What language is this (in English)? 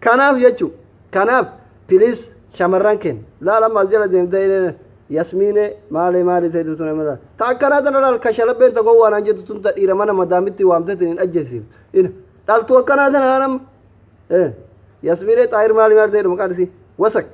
Oromo